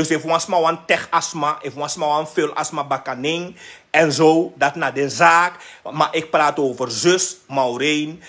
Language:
Sranan Tongo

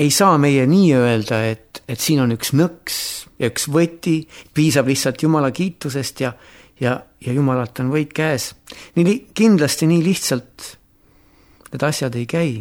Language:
Estonian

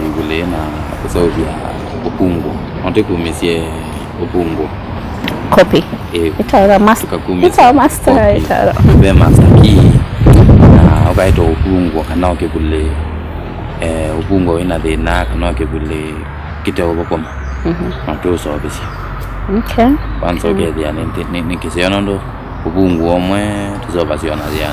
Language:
Kamba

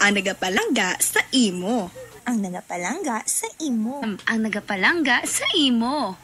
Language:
Hiligaynon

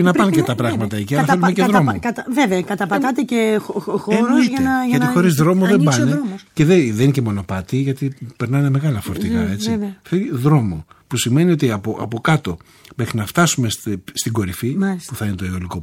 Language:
Greek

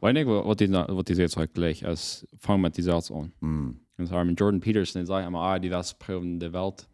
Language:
Plautdietsch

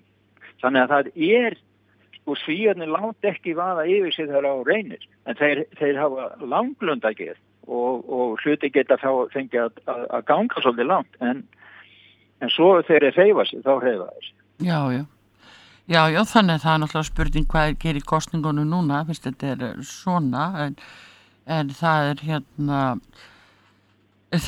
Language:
Icelandic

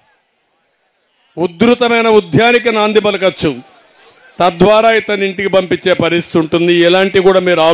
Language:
Telugu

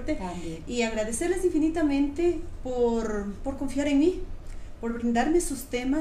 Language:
Spanish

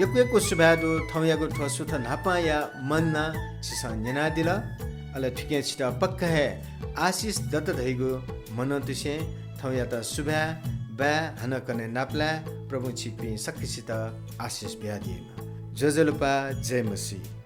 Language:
Newari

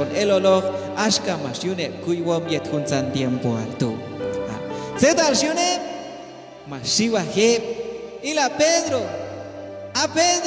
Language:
Q'anjob'al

